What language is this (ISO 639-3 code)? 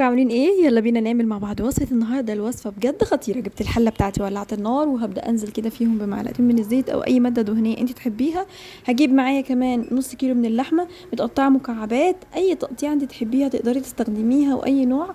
arz